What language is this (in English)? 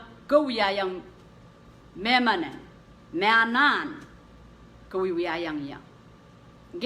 Pohnpeian